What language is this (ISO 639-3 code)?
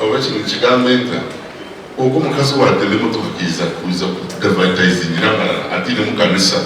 nyn